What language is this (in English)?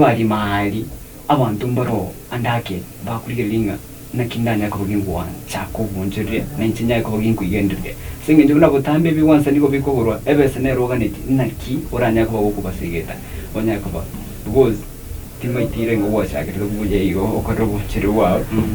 Gusii